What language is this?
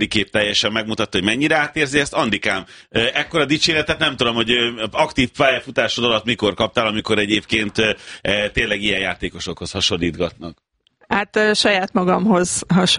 Hungarian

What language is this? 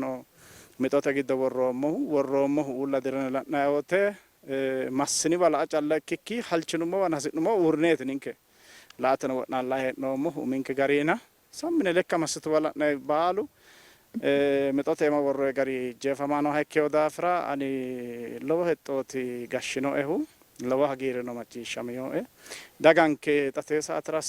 Sidamo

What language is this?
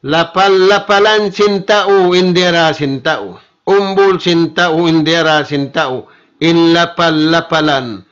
Tausug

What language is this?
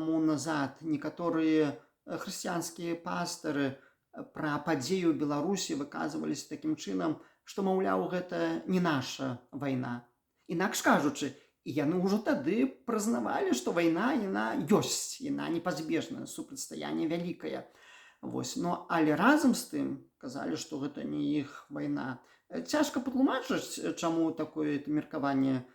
Belarusian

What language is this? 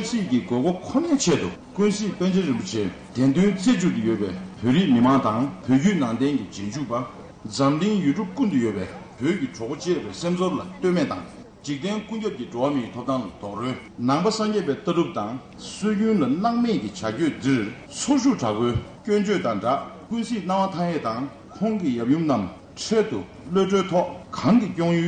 Tibetan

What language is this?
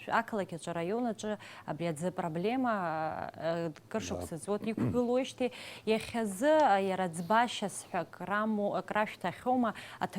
Abkhazian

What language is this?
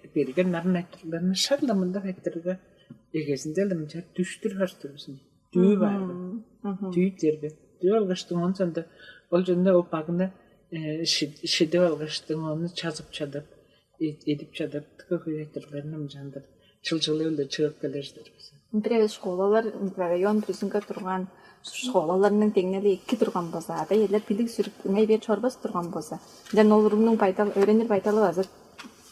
Tuvinian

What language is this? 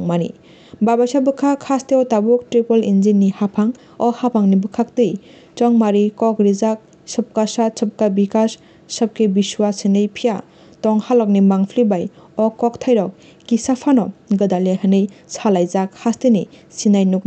Kok Borok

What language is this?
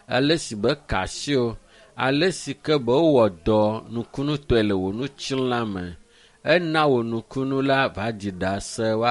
Ewe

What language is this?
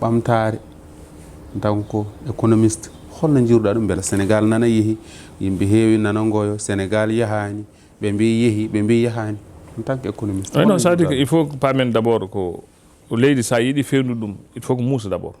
Fula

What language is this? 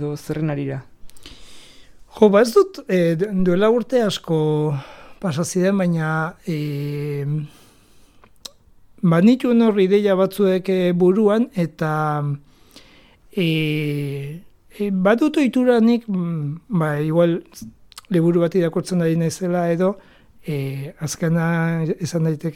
Basque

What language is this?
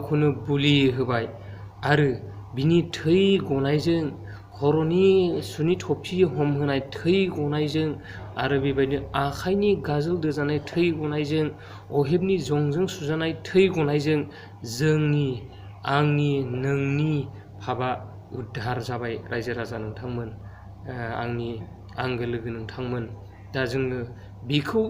Bodo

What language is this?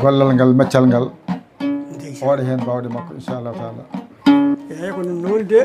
Fula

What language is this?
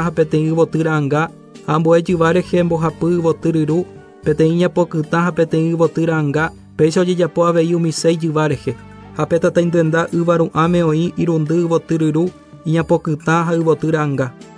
Guarani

